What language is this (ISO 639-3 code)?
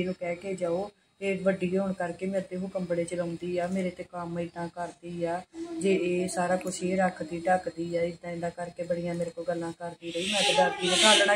pan